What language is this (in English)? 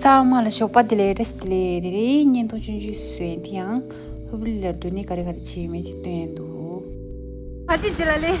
Tibetan